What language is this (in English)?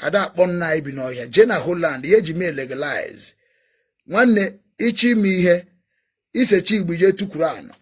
Igbo